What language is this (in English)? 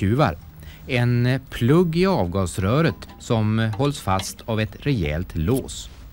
Swedish